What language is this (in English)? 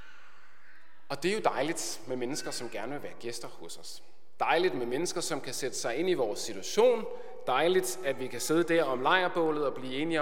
Danish